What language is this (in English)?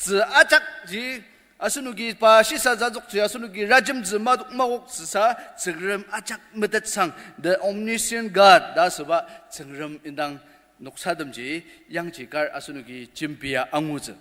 Ao Naga